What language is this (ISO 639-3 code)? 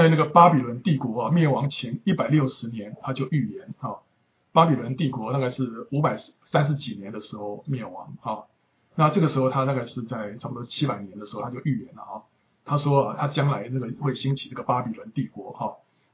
zho